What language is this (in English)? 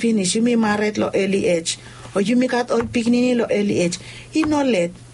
Bislama